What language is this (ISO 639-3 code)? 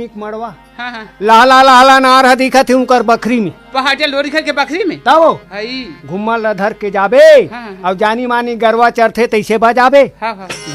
hne